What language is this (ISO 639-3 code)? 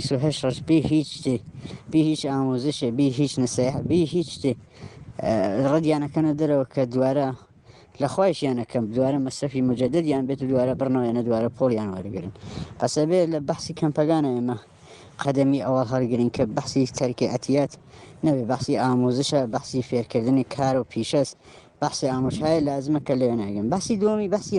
ckb